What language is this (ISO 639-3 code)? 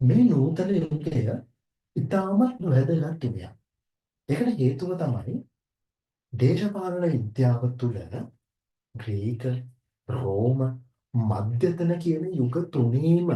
sin